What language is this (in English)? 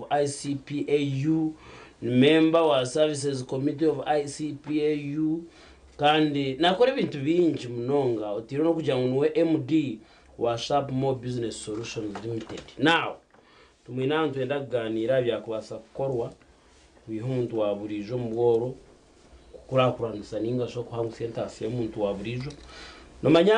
Nyankole